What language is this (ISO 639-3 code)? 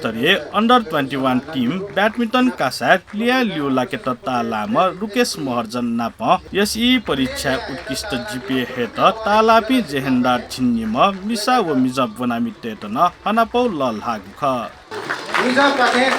new